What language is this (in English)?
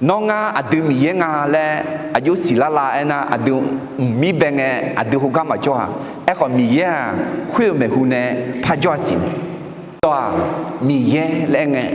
Akha